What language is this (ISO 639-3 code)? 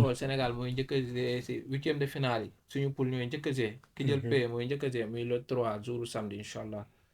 wol